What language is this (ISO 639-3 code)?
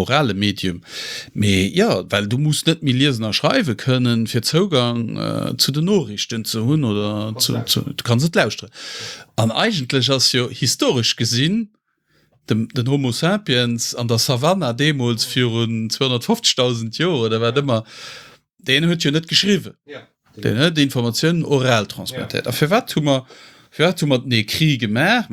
ltz